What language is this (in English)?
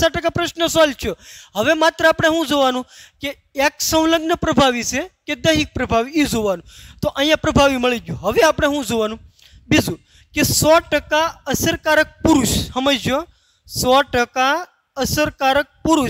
Gujarati